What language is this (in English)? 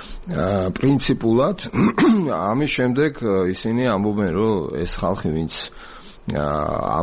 Georgian